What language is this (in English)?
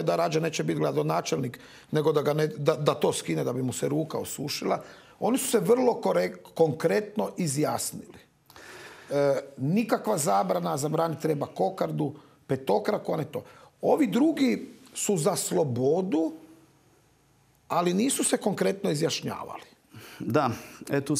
Croatian